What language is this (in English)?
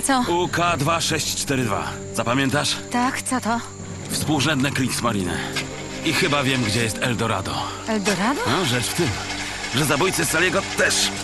Polish